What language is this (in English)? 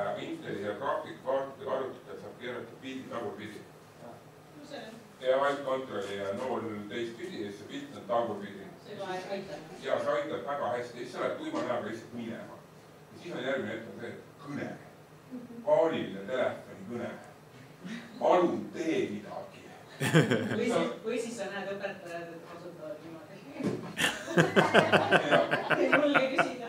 Estonian